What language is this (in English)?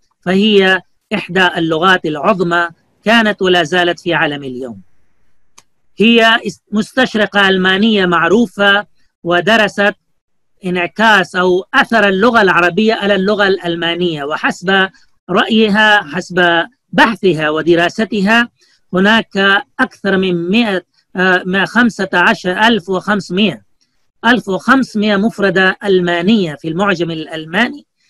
Arabic